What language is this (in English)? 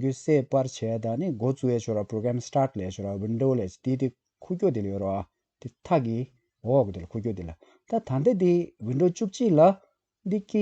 Tibetan